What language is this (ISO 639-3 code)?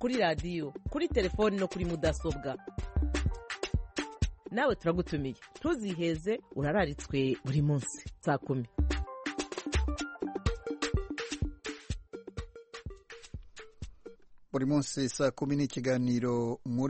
kin